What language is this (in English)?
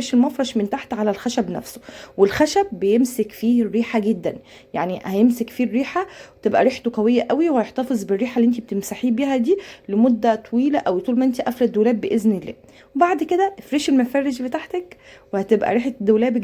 Egyptian Arabic